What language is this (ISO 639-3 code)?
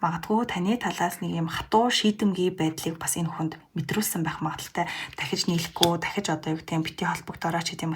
mon